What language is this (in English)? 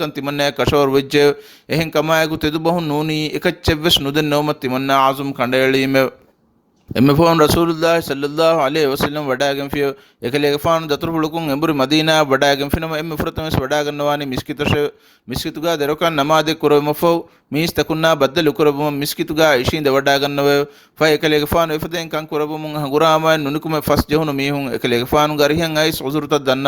Divehi